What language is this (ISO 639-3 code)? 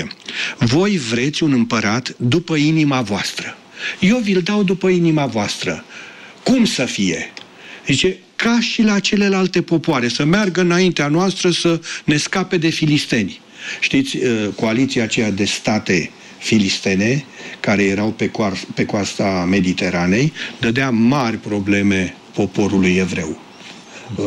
ron